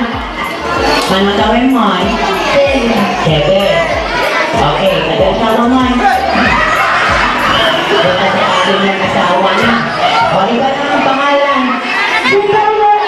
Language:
Filipino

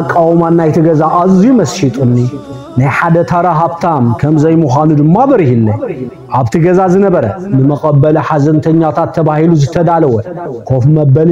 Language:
Tigrinya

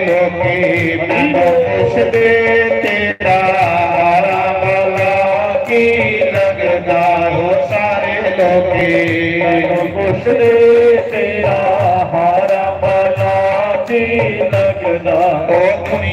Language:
Dogri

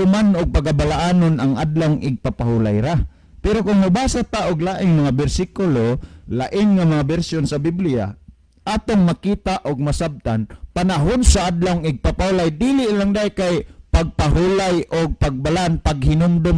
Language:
Cebuano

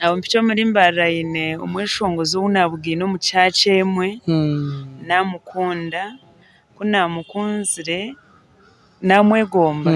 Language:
Nyankole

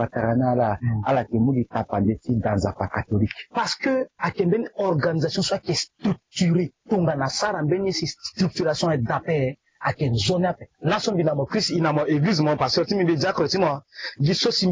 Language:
Sango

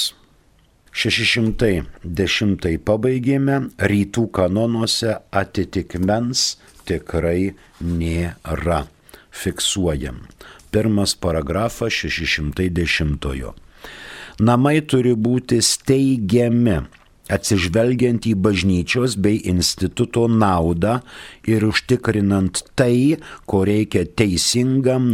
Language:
Lithuanian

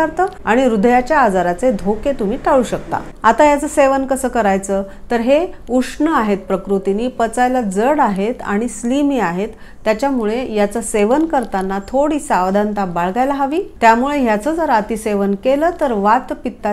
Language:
Marathi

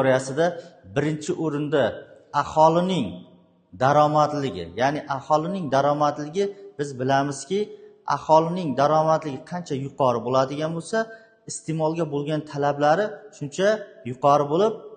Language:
Uzbek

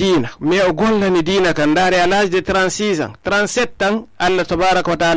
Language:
Fula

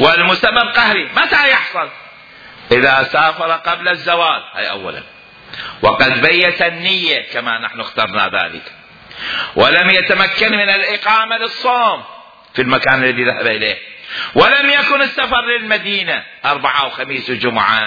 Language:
Mesopotamian Arabic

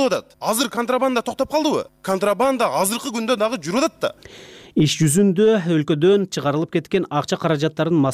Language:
Kyrgyz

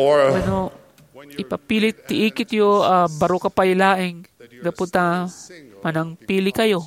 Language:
Iloko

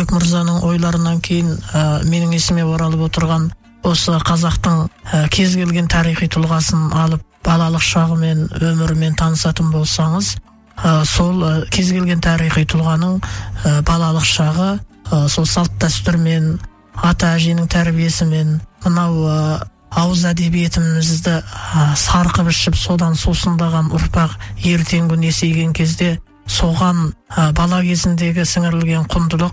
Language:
Kazakh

